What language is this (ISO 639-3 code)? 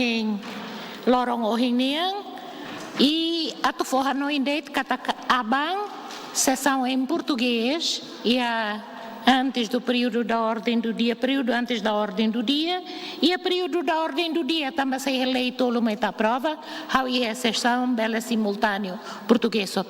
tet